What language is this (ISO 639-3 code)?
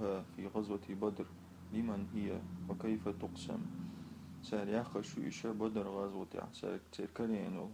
che